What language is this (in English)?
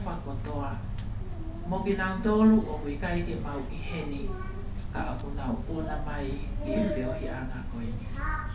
Tongan